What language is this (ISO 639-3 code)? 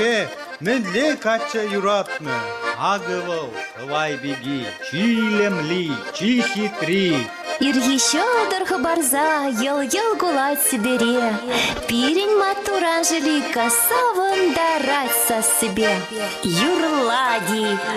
chv